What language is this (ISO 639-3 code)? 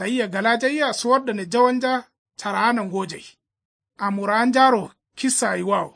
kau